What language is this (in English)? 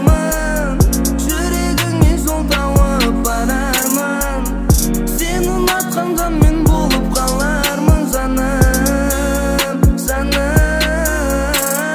Kazakh